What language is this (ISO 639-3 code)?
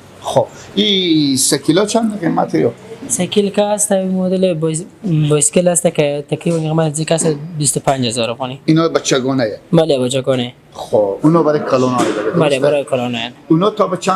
fas